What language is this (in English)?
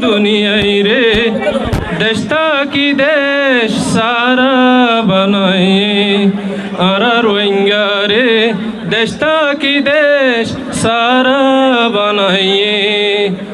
Rohingya